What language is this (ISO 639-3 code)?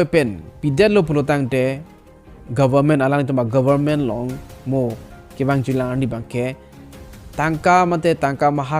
mjw